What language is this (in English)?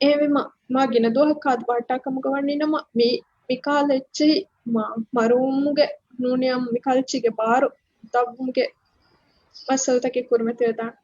Divehi